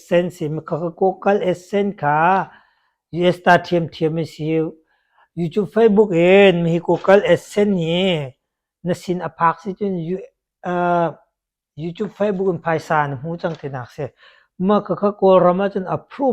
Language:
Hakha Chin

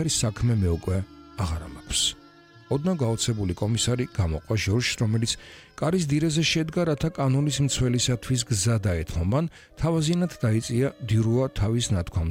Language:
Georgian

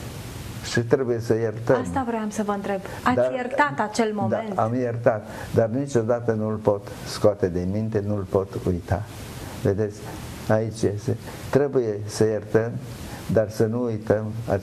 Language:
Romanian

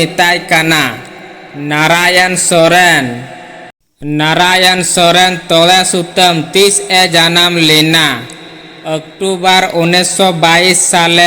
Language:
Santali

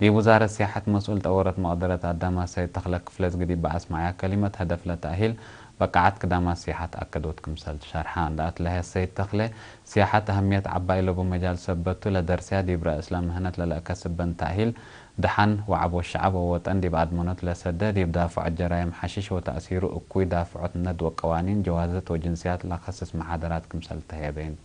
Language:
Tigre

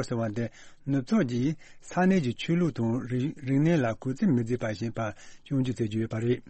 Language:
Tibetan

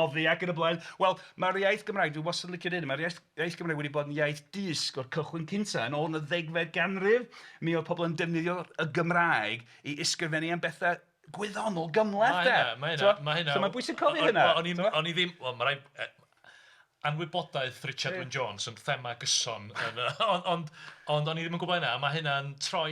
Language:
Welsh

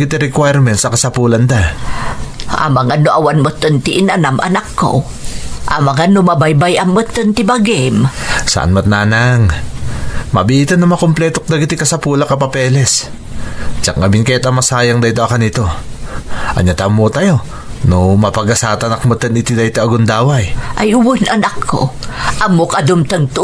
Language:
Iloko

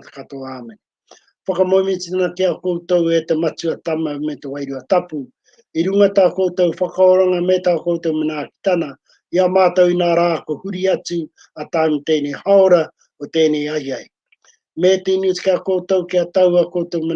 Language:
Māori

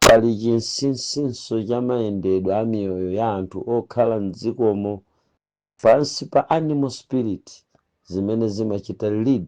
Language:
Nyanja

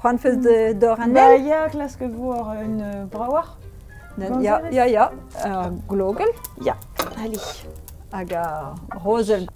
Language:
Breton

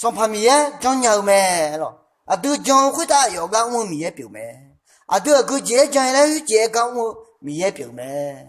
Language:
Akha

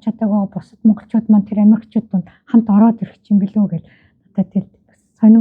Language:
Mongolian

